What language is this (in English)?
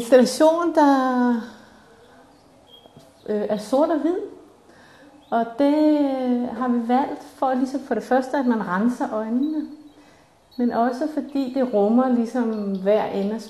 Danish